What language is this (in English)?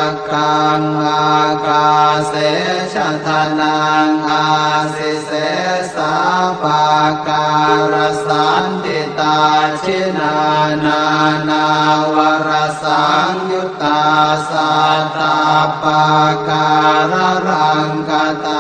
Pali